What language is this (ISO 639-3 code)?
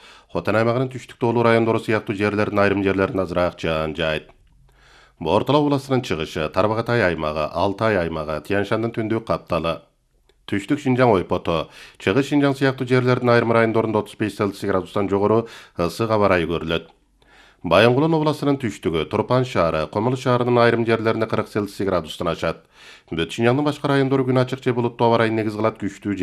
kir